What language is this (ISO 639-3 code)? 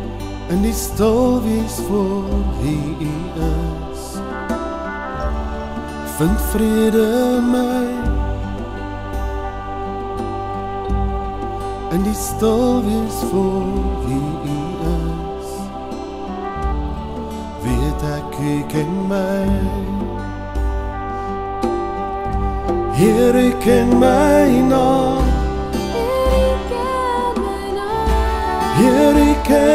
afr